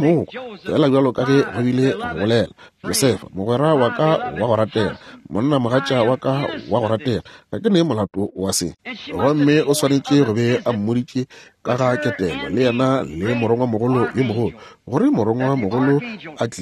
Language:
Northern Sotho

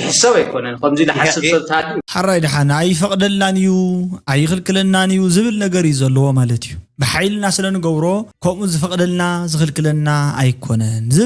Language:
Tigrinya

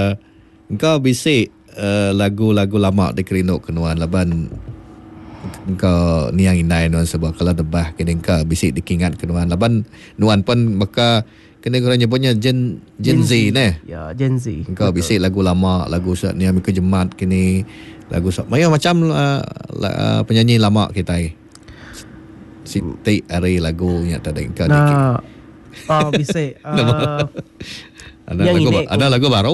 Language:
Iban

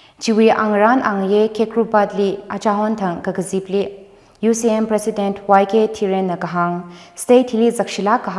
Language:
Tangkhul Naga (India)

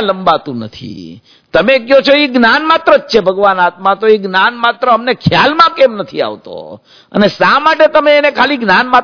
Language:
Gujarati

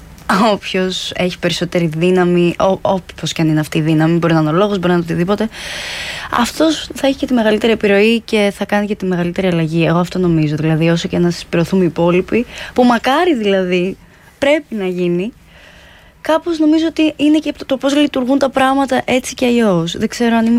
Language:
Greek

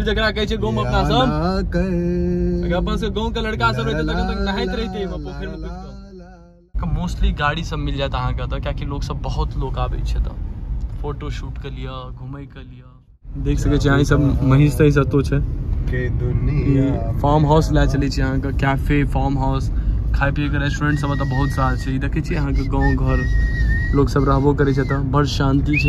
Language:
Maithili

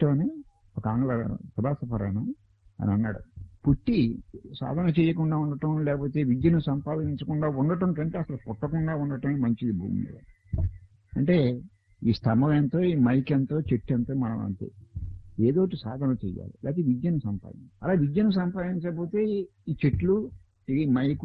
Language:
Telugu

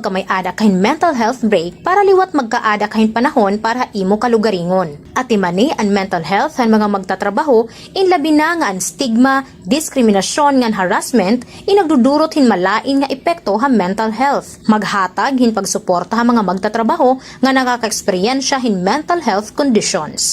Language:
Waray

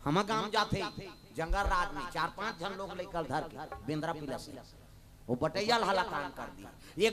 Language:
Chhattisgarhi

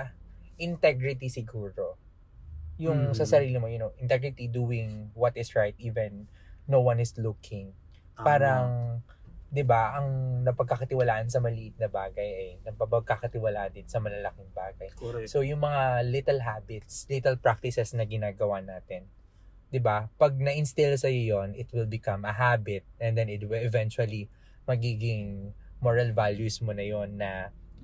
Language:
Filipino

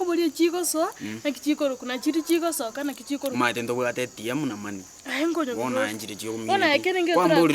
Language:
Gusii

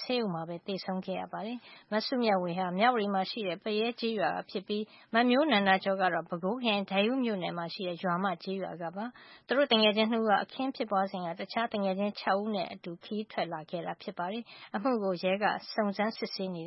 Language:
Burmese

